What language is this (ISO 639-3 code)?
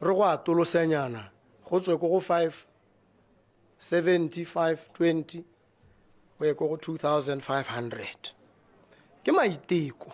tsn